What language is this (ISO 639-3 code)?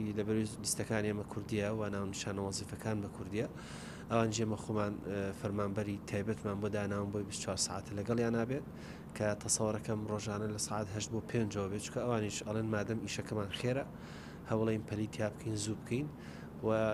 ckb